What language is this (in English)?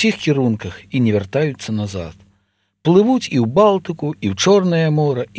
Belarusian